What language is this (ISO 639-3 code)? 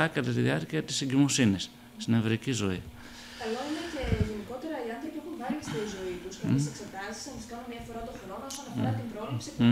ell